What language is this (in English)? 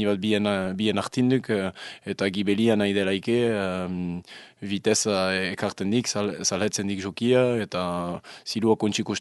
Basque